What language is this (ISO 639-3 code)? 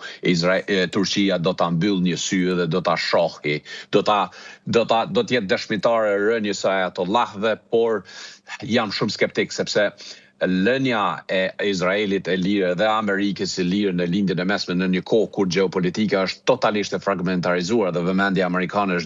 sqi